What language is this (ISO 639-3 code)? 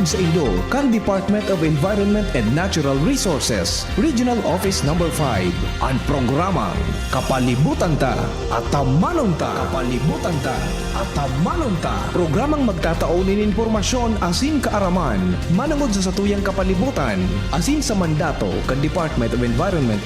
bik